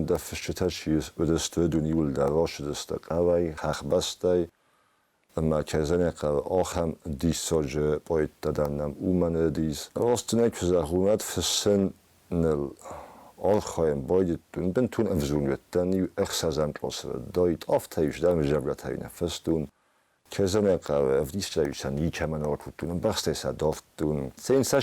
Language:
Ossetic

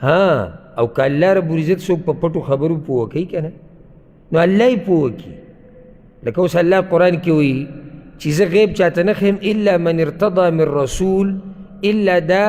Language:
Pashto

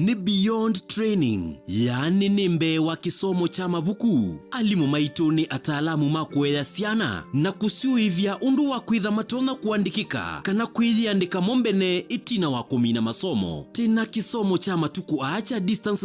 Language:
Kamba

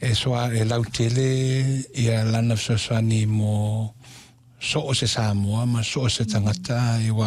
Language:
Samoan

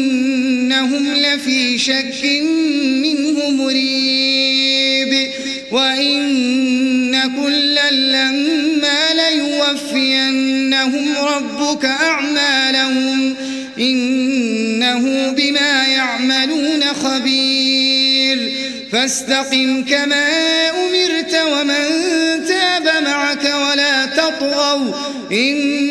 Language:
Arabic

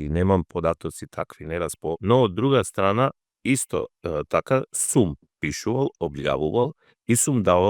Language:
Macedonian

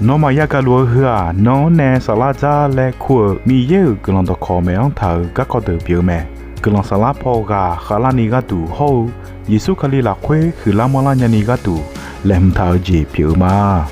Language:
Akha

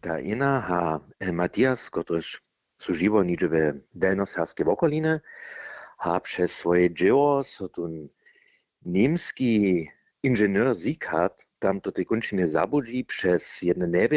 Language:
Upper Sorbian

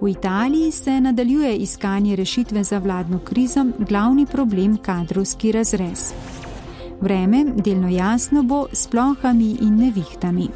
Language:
Slovenian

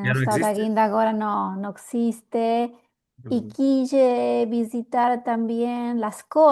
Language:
Ladino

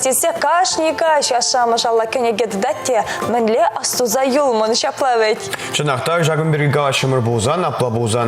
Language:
Chuvash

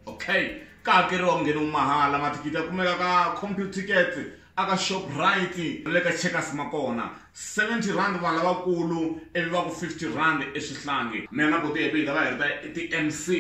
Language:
Tsonga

